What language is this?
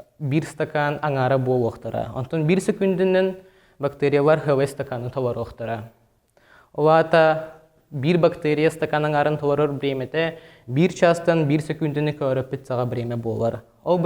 Yakut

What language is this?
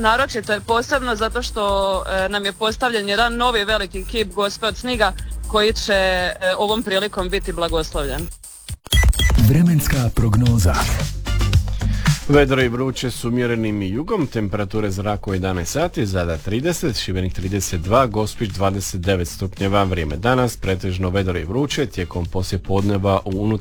Croatian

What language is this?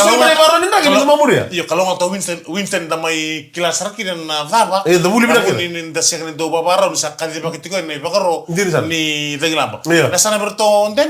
Fijian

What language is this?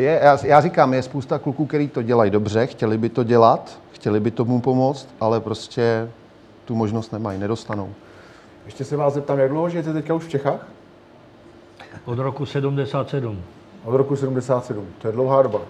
Czech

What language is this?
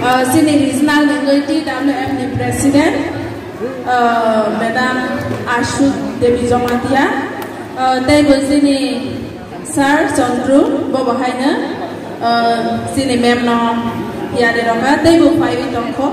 Kok Borok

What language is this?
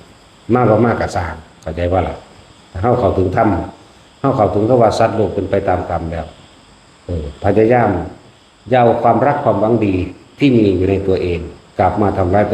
Northeastern Thai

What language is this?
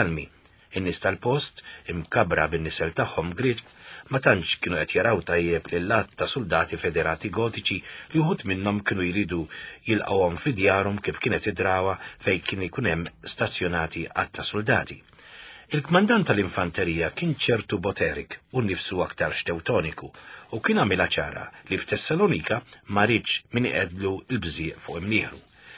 Maltese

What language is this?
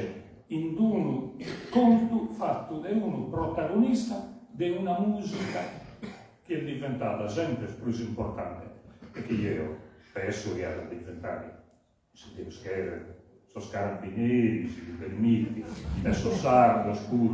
Sardinian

